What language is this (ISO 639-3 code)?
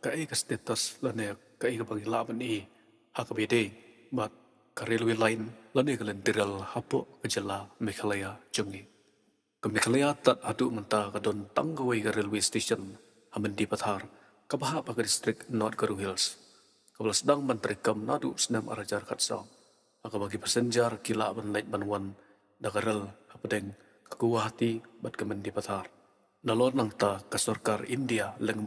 kha